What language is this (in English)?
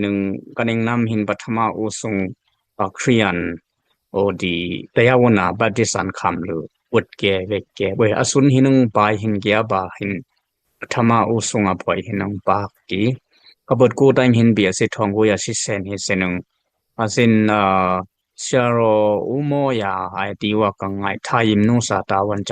Dimasa